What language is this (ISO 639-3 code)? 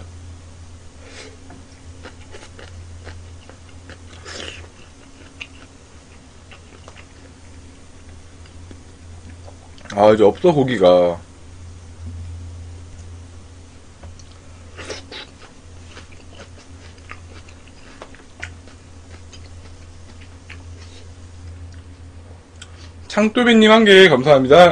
kor